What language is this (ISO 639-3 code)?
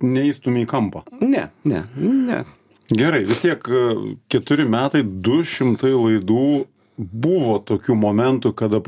lit